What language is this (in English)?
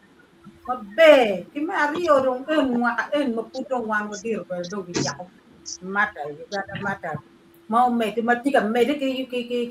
Acoli